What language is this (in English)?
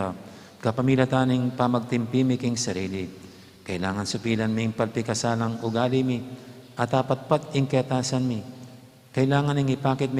Pampanga